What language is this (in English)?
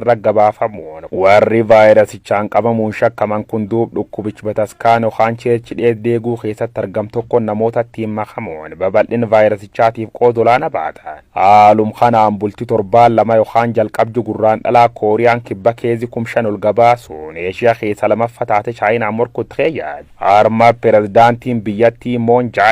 Oromo